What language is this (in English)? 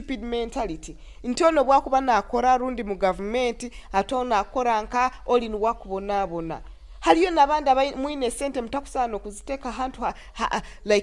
Nyoro